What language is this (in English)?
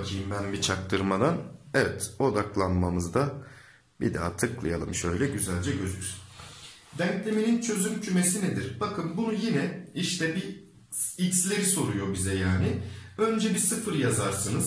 Turkish